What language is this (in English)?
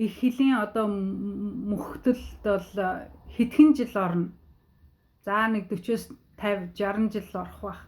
Mongolian